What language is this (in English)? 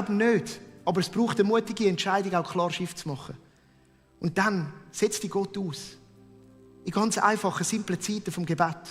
Swiss German